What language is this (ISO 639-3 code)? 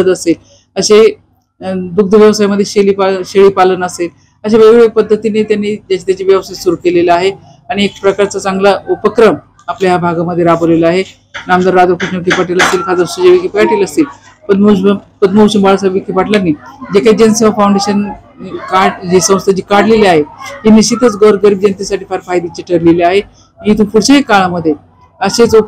mar